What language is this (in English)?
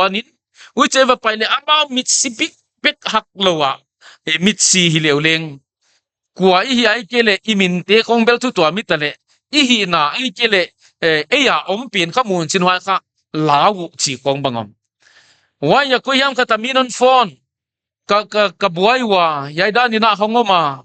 Paite Chin